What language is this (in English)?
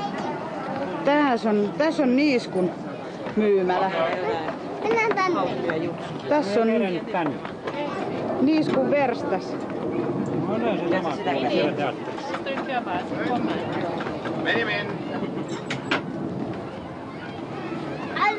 Finnish